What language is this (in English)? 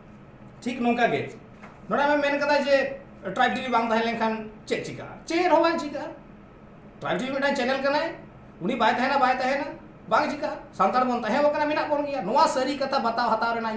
Santali